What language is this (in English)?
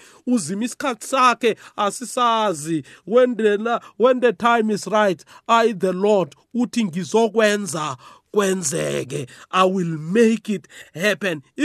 South Ndebele